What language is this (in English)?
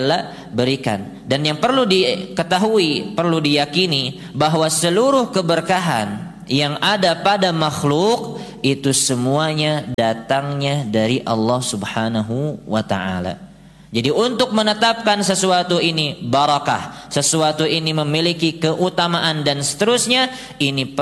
Indonesian